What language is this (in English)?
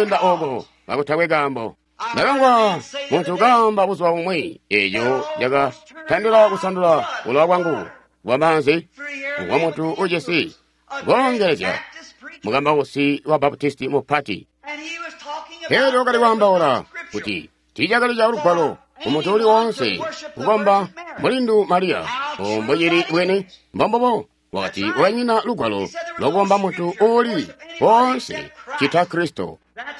Tonga (Zambia)